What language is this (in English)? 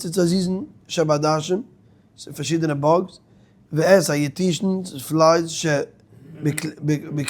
Yiddish